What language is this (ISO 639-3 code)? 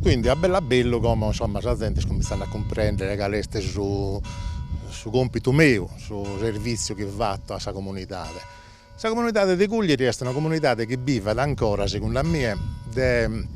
srd